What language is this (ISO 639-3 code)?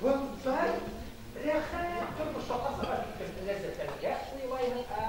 bak